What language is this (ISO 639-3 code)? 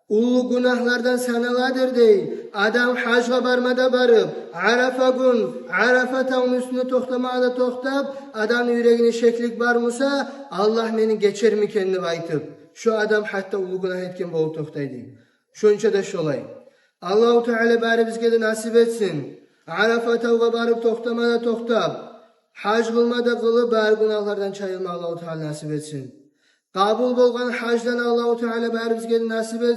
kum